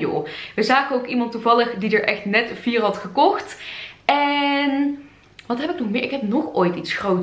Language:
Dutch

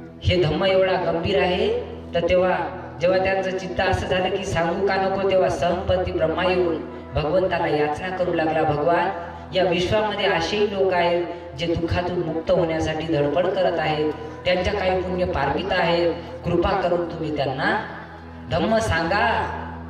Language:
Marathi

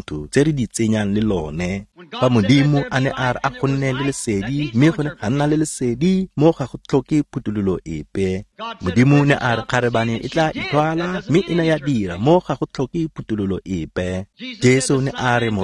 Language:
Tswana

